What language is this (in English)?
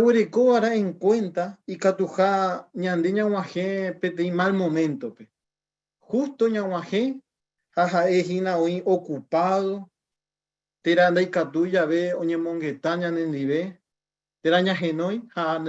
Guarani